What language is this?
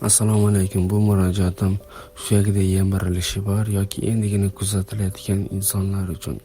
Uzbek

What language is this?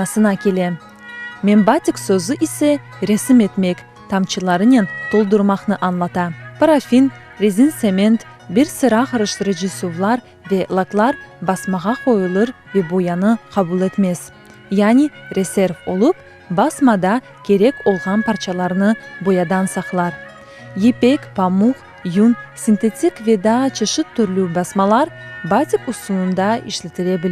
Crimean Tatar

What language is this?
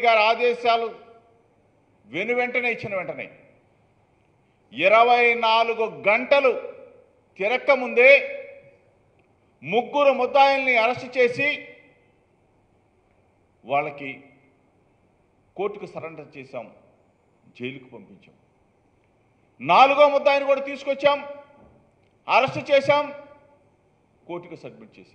Telugu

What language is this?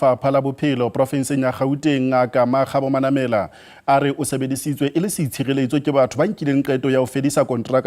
Southern Sotho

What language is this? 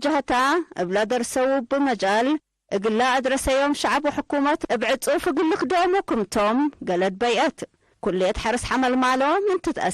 Tigre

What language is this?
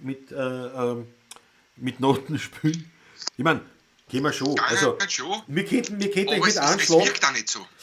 Bavarian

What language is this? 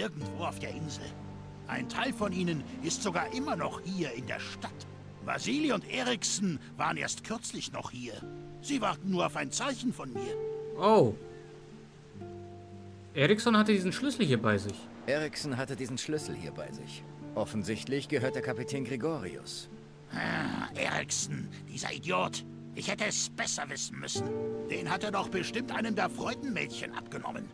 German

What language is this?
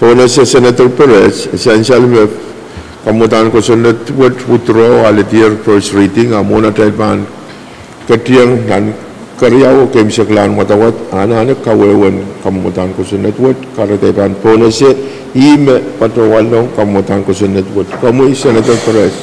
Pohnpeian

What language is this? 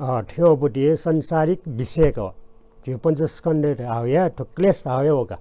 Newari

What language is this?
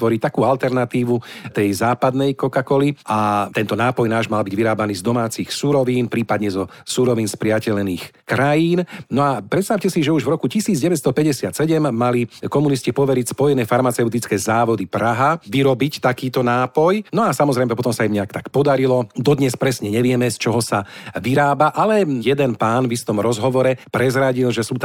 Slovak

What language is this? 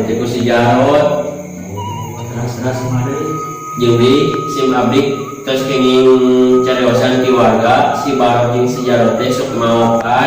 Sundanese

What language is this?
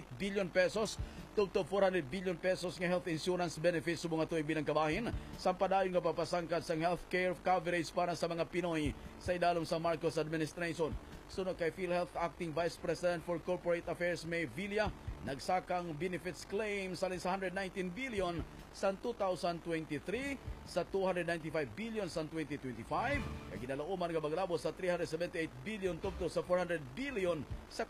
Hiligaynon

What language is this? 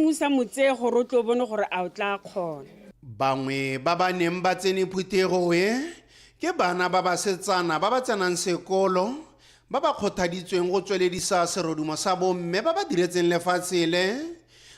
Tswana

